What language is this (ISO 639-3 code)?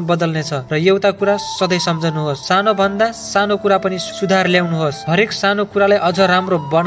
nep